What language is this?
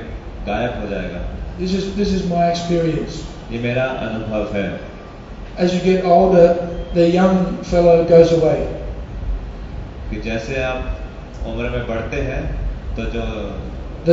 Hindi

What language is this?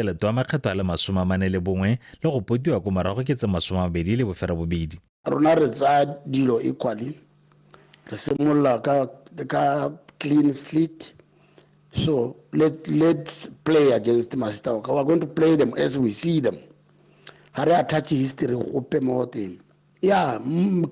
Tswana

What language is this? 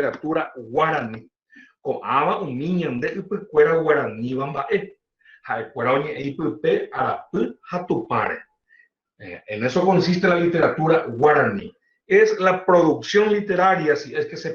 Guarani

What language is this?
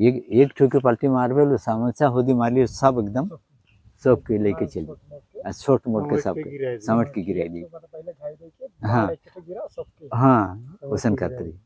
Sadri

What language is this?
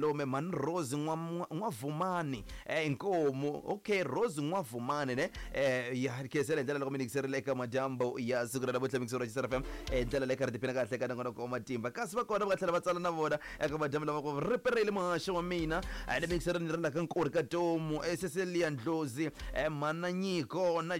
Tsonga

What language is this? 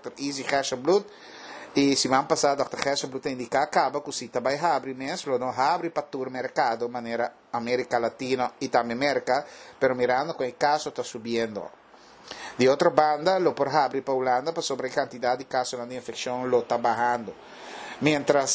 Papiamento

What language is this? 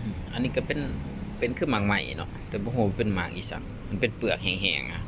Lao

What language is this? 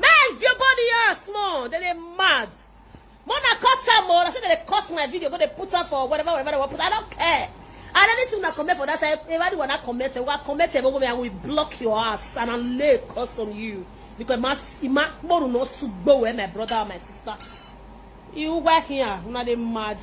Nigerian Pidgin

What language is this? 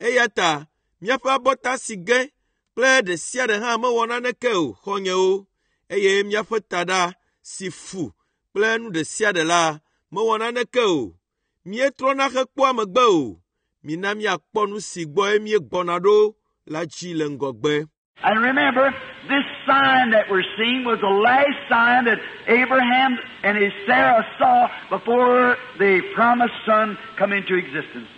Ewe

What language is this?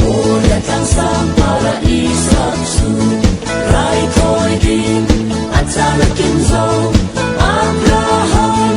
Falam Chin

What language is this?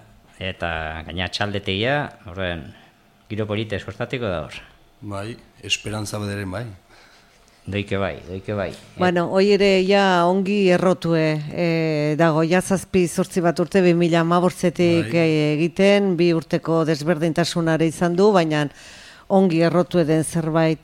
Basque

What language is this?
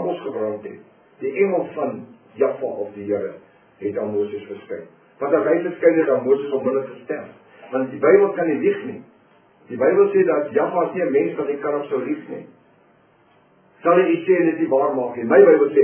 Afrikaans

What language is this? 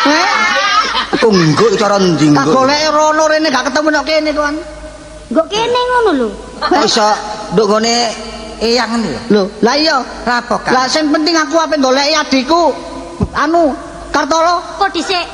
Javanese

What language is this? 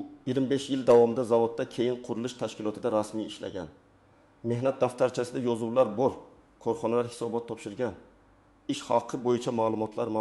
Uzbek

